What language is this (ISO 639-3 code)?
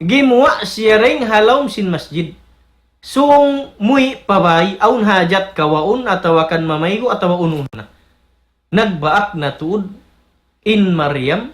tsg